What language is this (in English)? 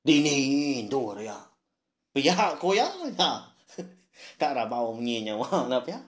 Iban